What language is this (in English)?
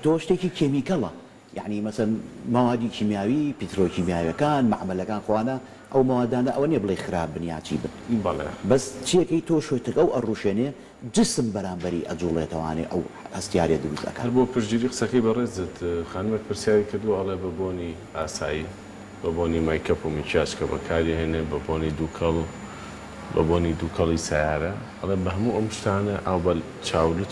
Central Kurdish